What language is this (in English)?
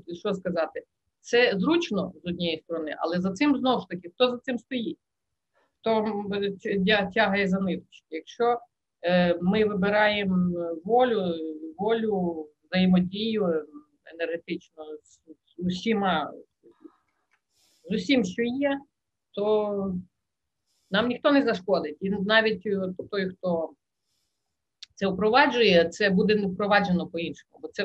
Ukrainian